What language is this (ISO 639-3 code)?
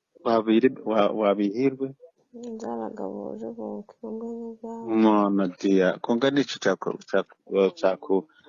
nyn